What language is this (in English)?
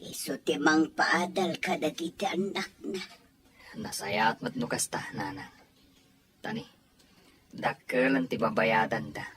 Iloko